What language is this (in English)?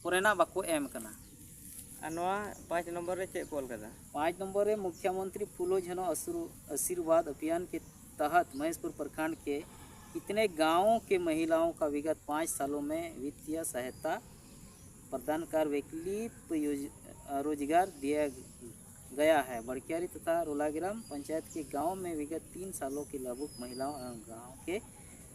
Santali